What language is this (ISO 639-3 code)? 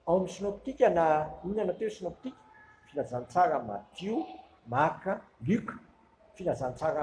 mlg